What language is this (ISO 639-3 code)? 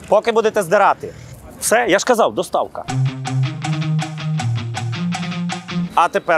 ukr